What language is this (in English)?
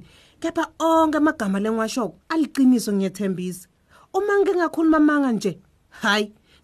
Swati